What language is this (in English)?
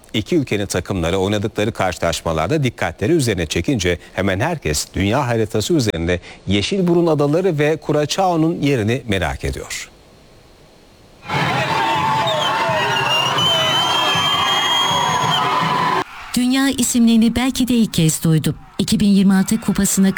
Turkish